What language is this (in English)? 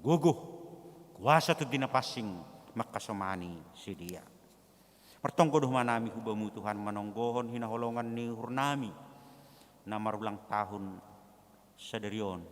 Batak Simalungun